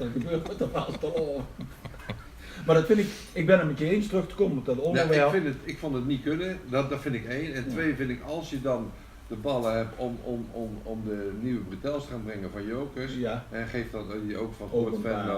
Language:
Limburgish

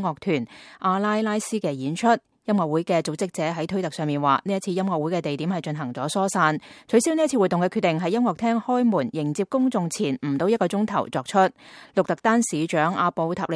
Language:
Cantonese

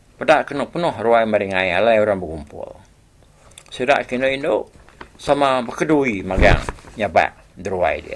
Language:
Iban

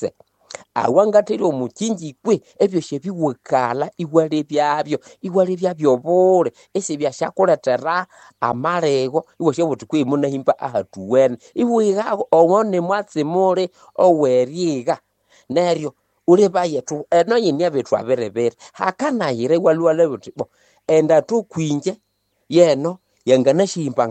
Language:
Nande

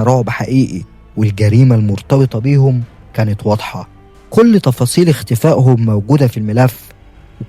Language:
Egyptian Arabic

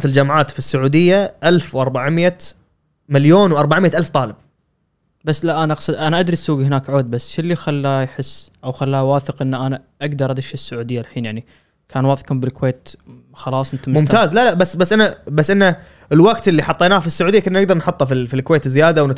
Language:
Gulf Arabic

